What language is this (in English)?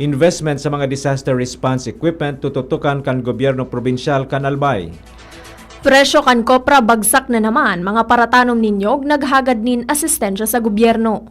Bikol